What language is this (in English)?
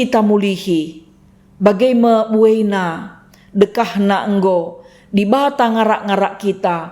Batak Karo